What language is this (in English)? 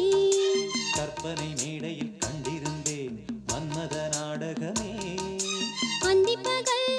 Tamil